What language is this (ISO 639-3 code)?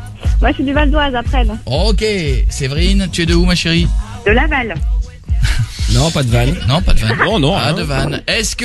fra